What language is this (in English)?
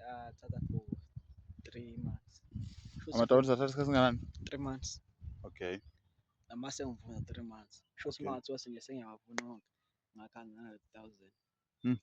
Zulu